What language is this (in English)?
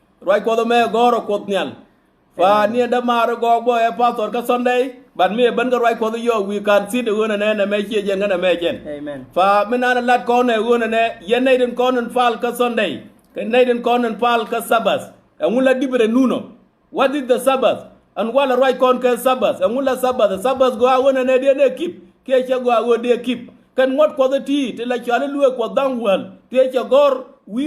Nuer